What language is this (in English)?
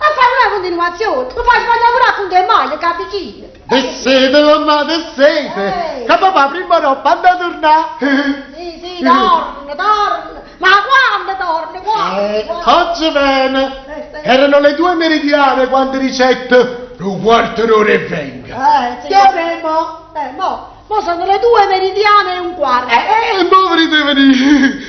Neapolitan